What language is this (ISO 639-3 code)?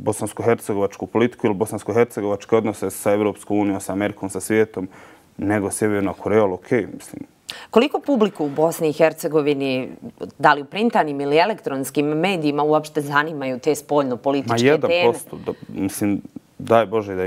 bos